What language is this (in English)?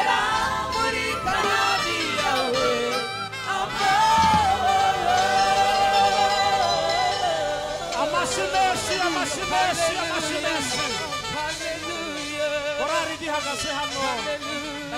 Kinyarwanda